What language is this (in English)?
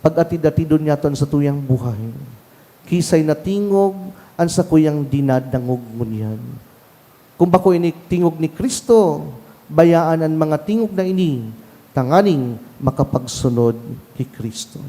Bikol